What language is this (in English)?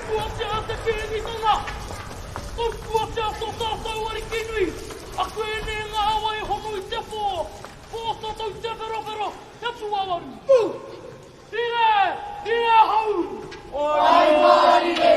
Māori